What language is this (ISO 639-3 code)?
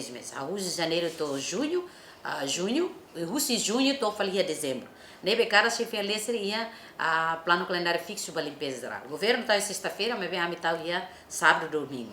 tet